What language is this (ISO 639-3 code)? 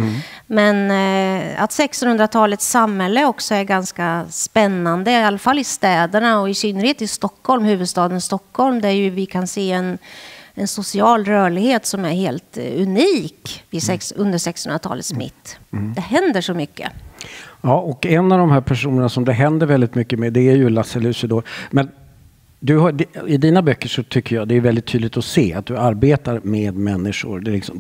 swe